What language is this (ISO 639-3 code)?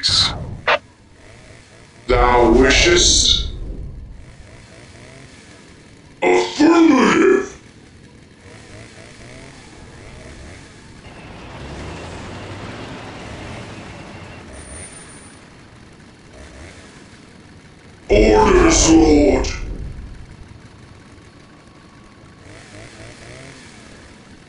eng